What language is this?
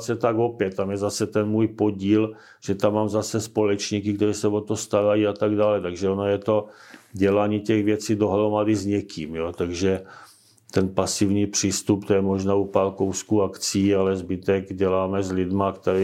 Czech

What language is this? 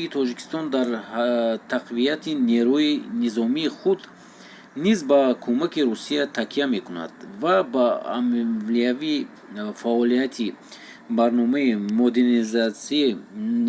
Tajik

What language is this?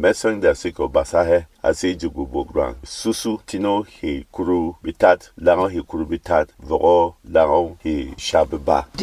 Berom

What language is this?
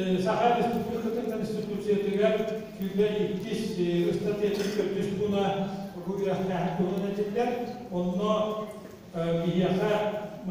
Yakut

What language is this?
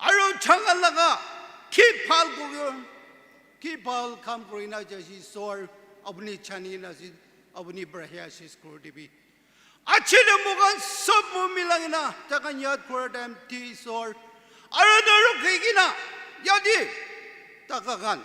Naga Pidgin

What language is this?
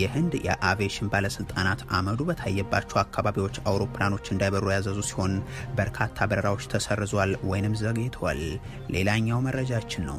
Amharic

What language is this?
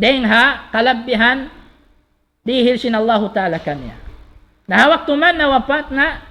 Tausug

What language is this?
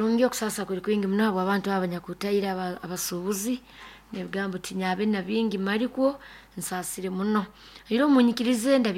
Nyoro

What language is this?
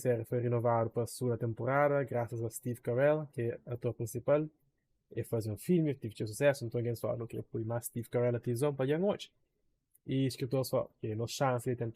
Kabuverdianu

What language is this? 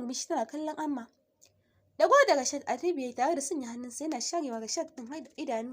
Hausa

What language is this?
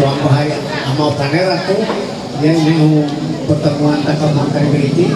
Ma'anyan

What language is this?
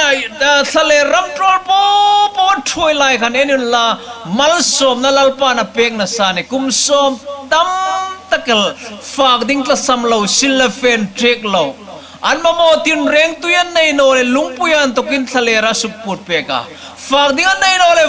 Hmar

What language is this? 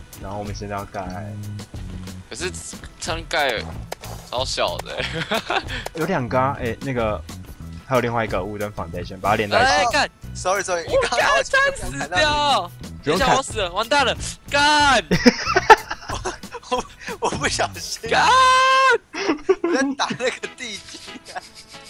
Chinese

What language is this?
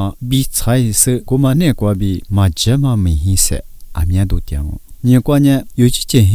Lisu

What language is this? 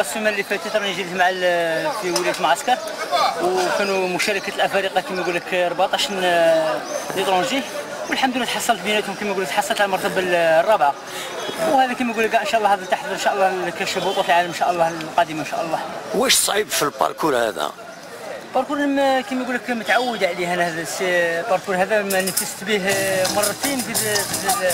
Algerian Arabic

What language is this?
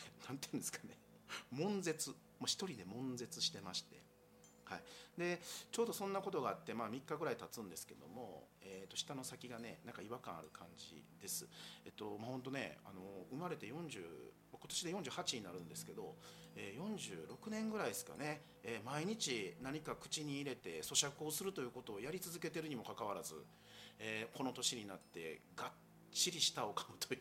Japanese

